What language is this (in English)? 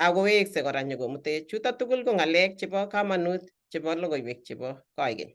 Kalenjin